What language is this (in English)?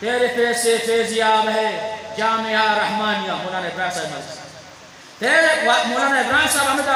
Eastern Balochi